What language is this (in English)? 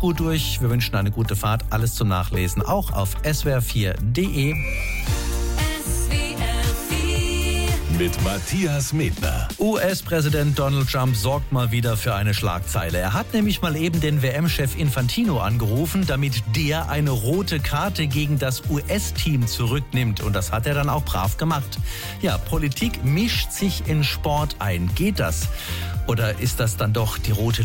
German